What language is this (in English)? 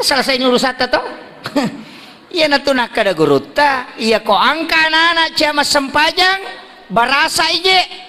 Buginese